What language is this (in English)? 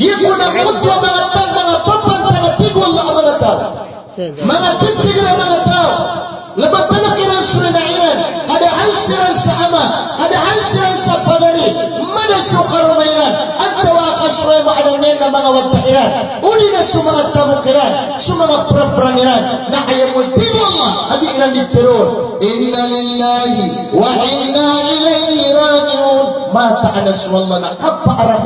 Maranao